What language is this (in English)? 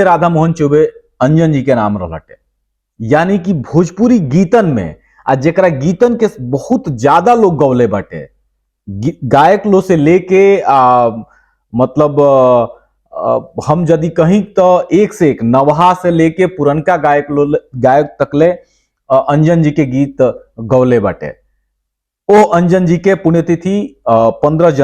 Bhojpuri